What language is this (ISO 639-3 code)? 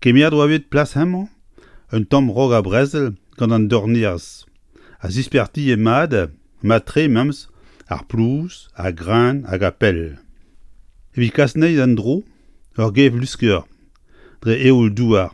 bre